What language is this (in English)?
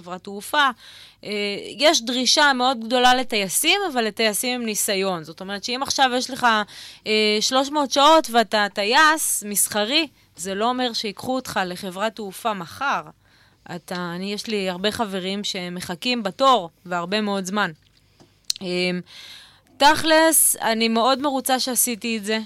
Hebrew